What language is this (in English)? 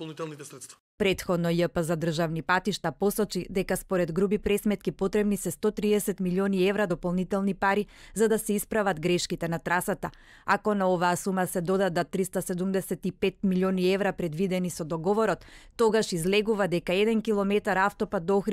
Macedonian